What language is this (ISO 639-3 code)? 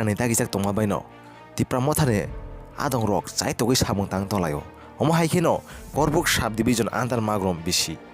trp